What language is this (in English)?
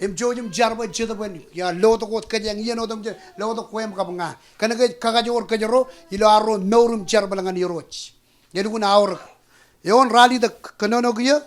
Marshallese